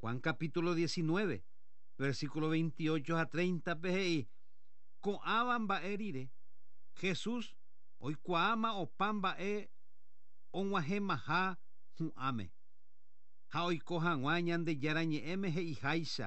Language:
Guarani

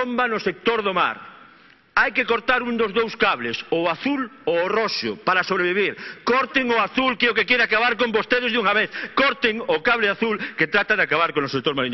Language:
Galician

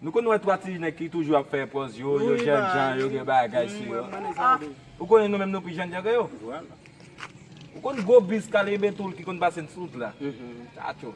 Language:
Haitian Creole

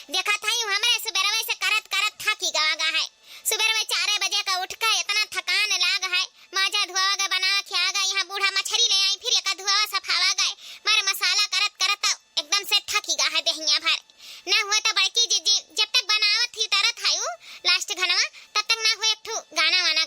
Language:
Awadhi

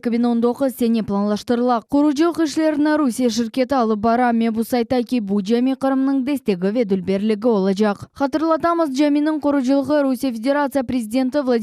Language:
Crimean Tatar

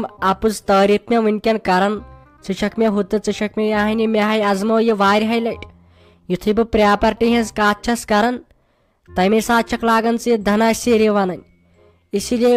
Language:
Kashmiri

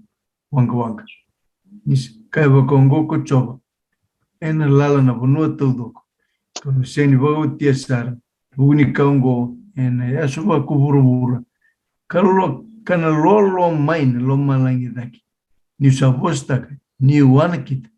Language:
Fijian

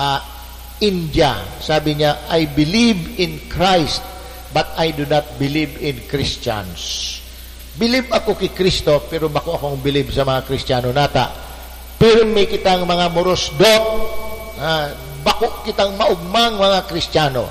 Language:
Bikol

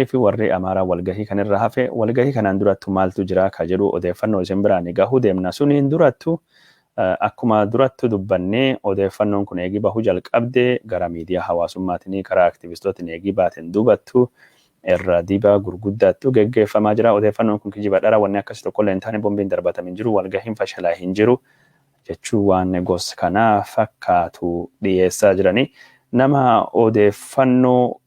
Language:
Oromo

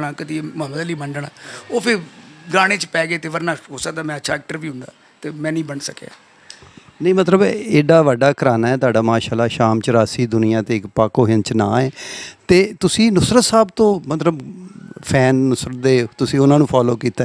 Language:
Punjabi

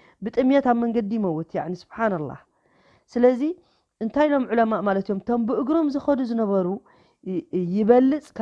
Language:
Tigrinya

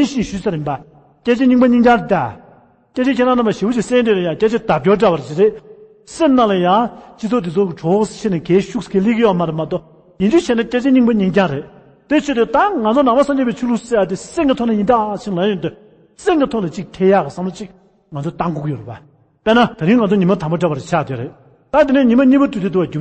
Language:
Tibetan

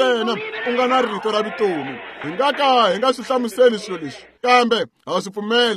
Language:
Tsonga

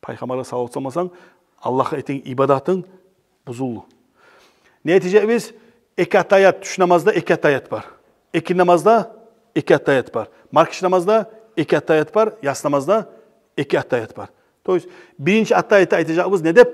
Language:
Kumyk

